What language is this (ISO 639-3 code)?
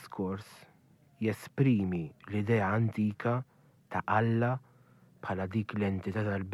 mlt